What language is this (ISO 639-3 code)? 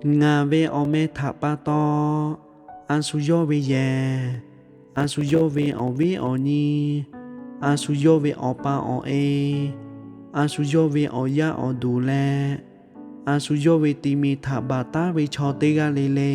lhu